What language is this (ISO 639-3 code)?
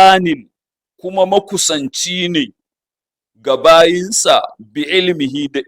hau